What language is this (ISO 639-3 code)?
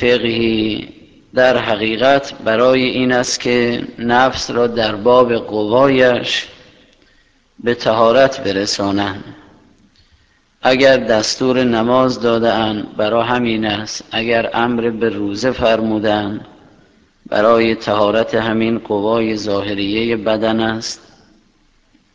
fas